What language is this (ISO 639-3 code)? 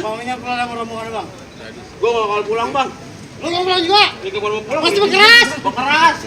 bew